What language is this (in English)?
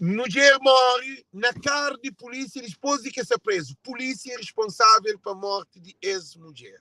Kabuverdianu